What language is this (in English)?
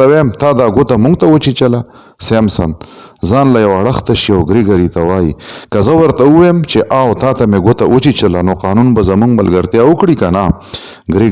Pashto